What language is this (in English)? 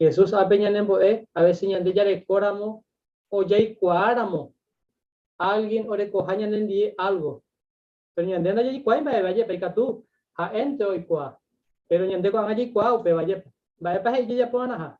Guarani